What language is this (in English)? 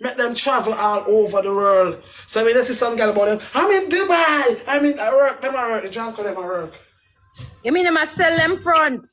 Jamaican Creole English